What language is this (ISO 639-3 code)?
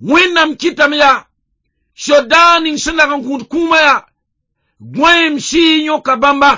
mos